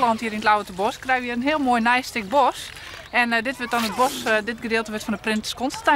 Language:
Western Frisian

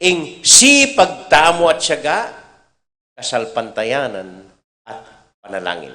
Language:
Pampanga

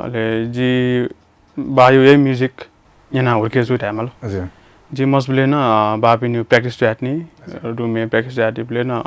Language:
Newari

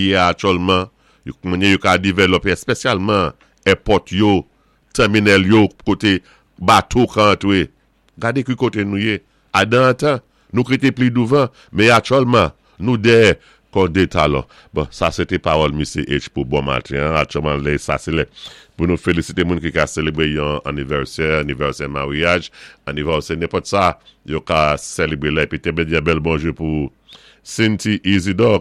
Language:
Saint Lucian Creole French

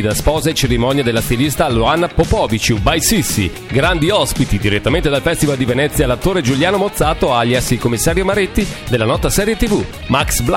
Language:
Italian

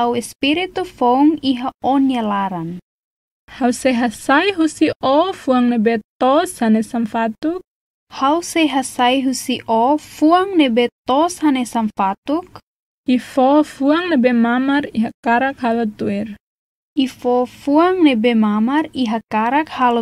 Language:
Tetum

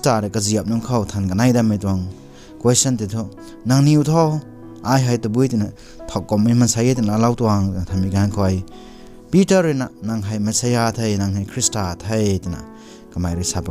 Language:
Rongmei Naga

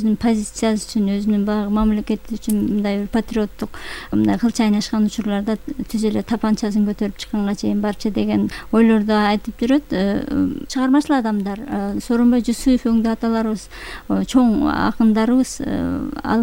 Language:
Kyrgyz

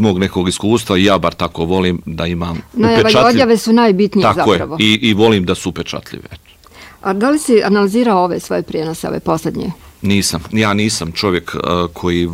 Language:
Bosnian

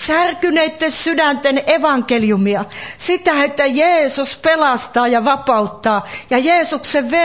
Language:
Finnish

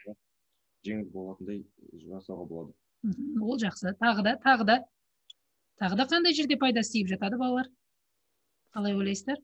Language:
Kazakh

